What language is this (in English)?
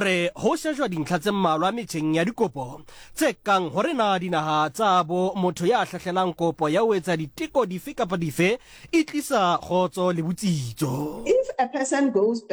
Southern Sotho